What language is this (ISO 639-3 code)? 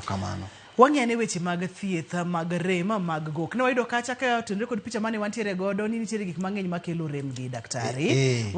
luo